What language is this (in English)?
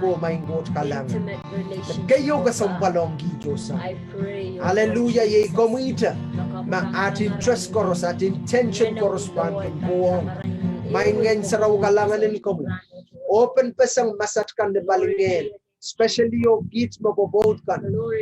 Pohnpeian